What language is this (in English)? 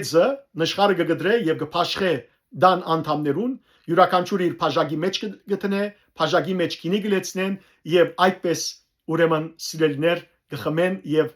Western Armenian